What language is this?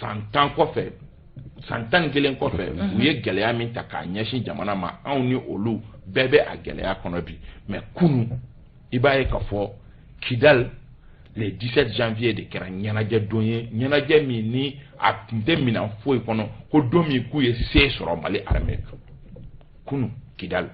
Bambara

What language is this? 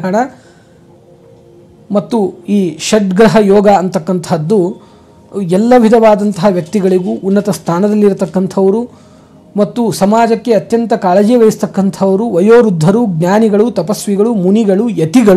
Kannada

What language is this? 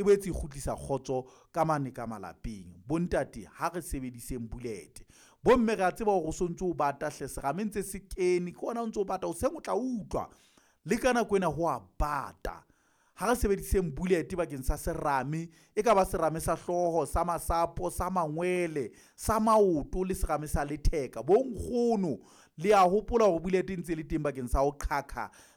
Southern Sotho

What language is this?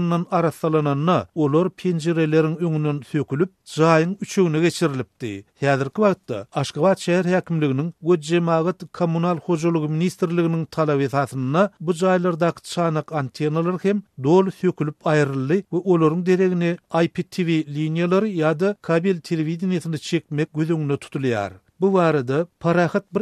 Turkmen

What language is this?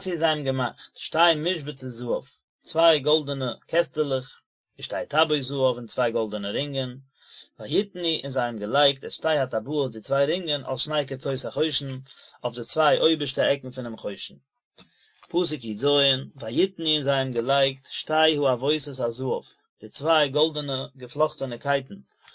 Yiddish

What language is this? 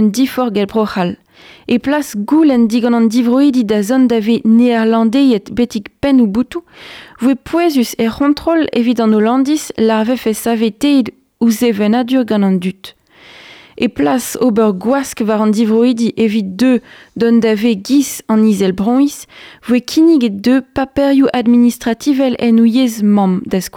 Breton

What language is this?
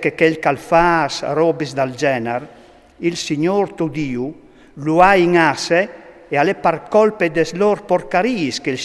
Friulian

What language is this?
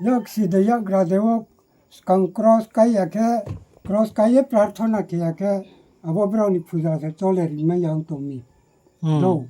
Riang (India)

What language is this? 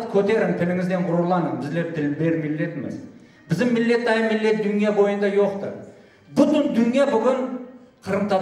Crimean Tatar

